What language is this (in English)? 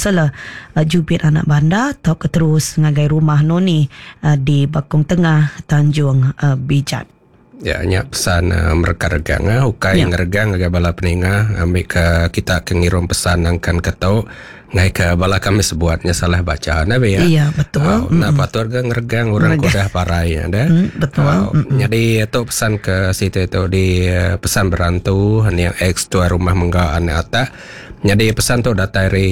Iban